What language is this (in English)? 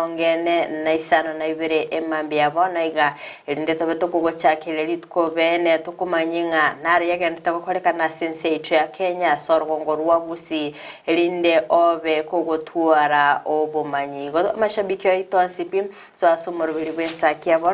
Gusii